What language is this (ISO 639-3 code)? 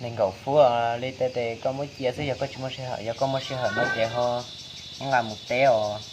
hmn